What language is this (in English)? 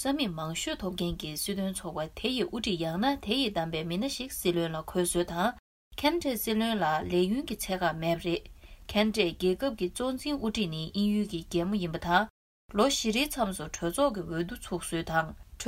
Tibetan